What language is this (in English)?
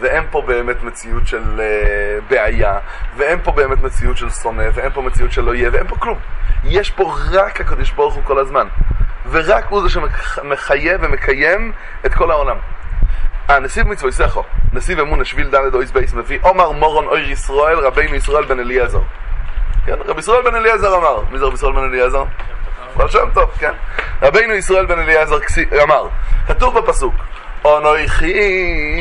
Hebrew